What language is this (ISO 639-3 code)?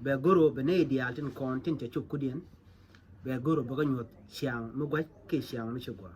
nus